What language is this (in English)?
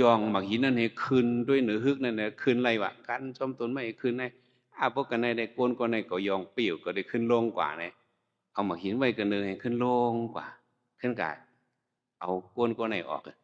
Shan